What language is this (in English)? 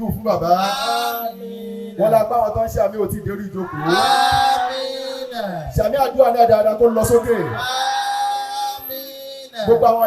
Yoruba